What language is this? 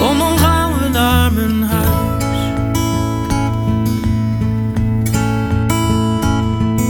Dutch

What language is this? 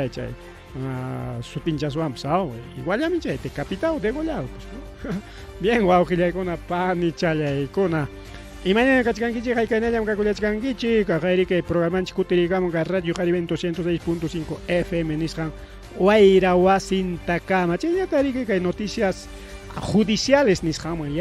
Ayacucho Quechua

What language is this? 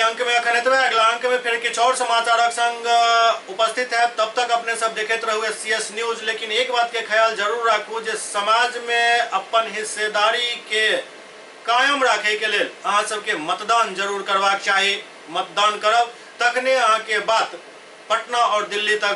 Maithili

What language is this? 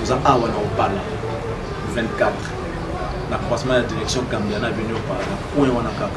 Lingala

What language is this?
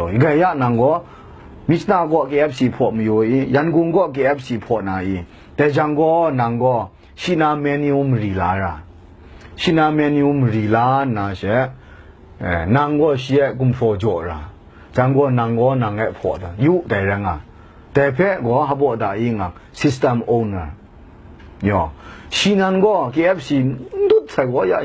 Kachin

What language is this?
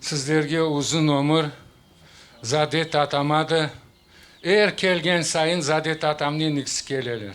Crimean Tatar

